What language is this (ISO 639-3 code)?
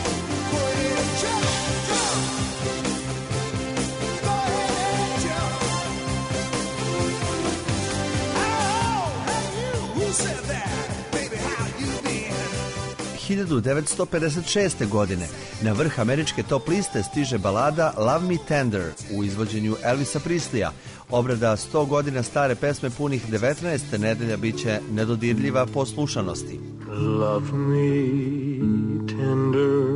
srp